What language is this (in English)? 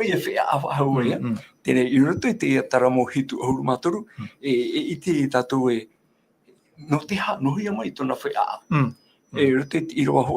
Tahitian